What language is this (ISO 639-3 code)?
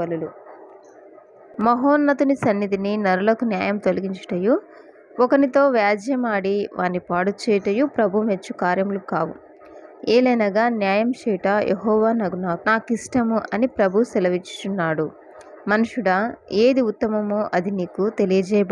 tel